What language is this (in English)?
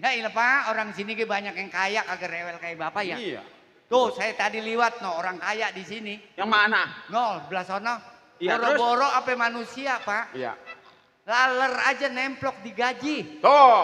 Betawi